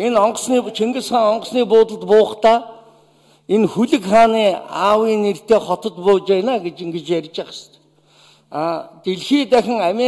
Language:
Mongolian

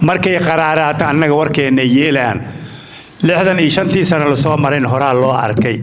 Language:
Somali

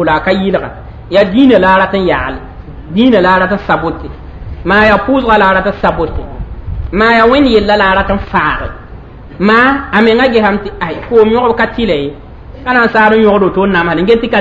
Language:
Mossi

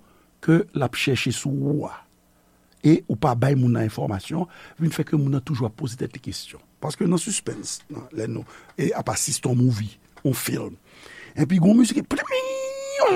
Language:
Haitian Creole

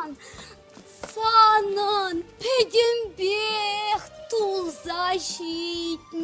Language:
Chuvash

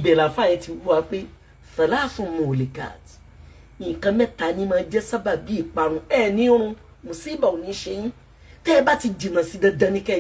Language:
Yoruba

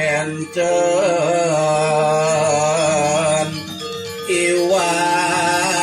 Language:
Balinese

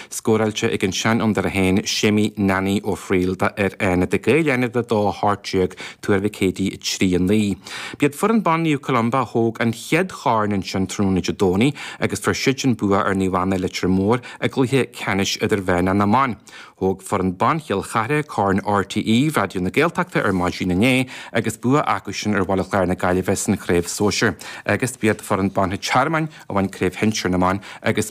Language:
Irish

